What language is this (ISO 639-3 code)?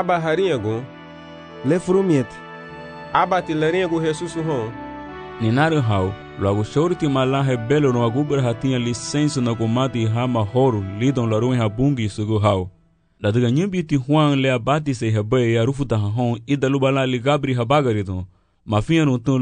cab